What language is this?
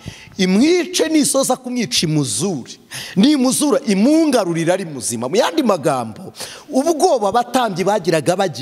Kinyarwanda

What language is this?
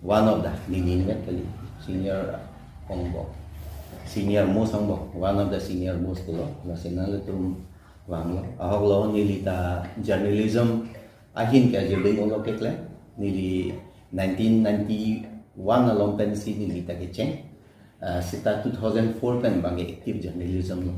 Karbi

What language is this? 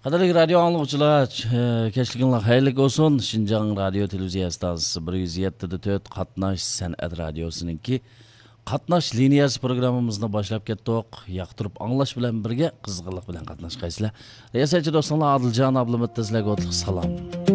Uyghur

